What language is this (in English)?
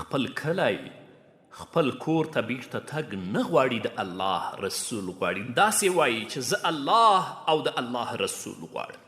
Pashto